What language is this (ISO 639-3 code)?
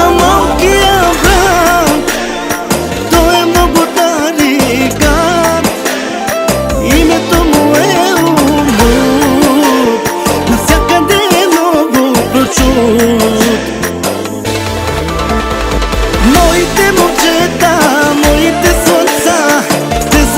bul